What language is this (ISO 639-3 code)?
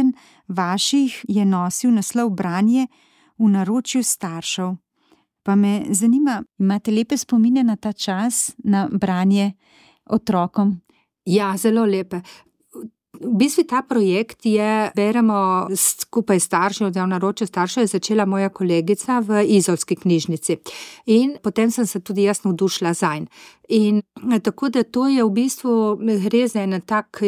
slv